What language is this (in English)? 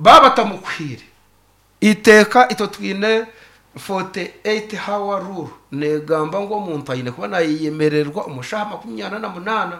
Nyankole